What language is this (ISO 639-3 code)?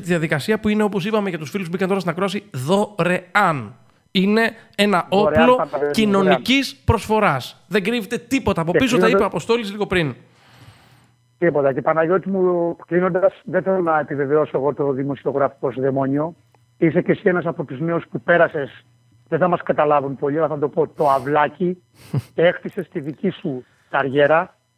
ell